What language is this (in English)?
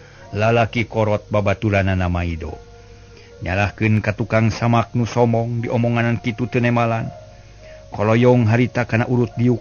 Sundanese